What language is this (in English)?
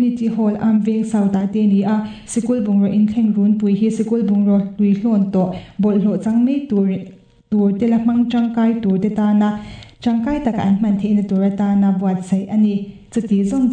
Mizo